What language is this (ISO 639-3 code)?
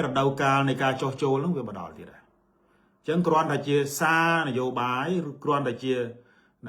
khm